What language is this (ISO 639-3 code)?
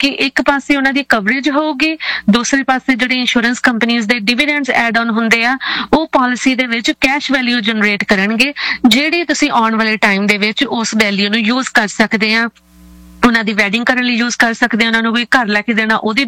pan